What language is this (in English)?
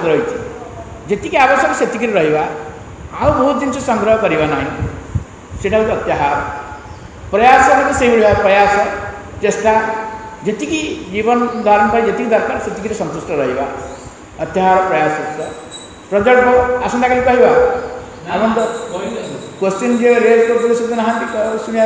Odia